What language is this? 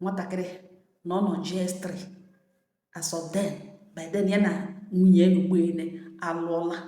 Igbo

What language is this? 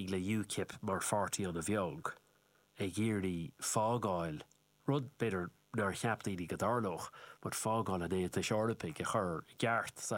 Irish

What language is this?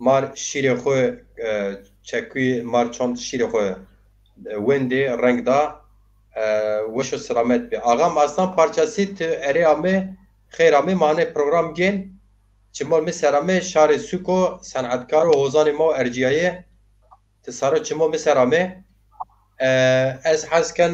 Zaza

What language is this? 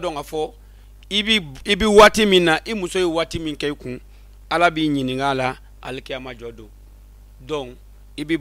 Bambara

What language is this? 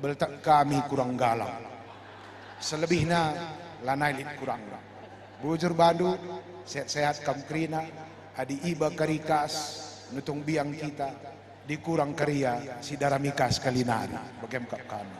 Batak Karo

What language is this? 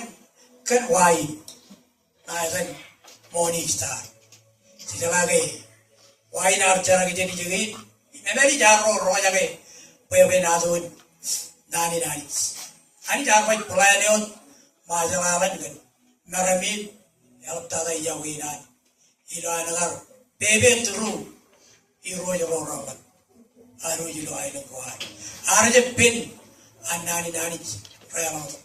Marshallese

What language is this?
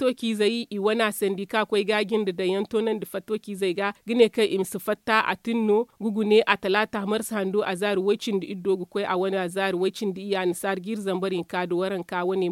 Zarma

